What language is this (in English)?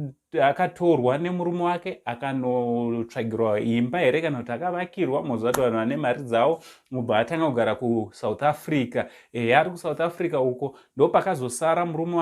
Shona